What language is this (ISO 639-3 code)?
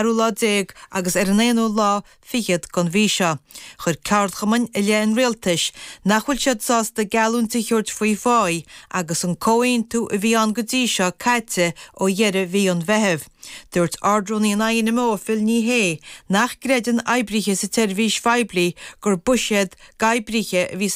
gle